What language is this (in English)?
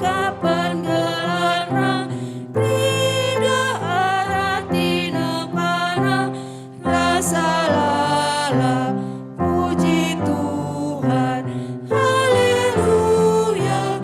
Batak Karo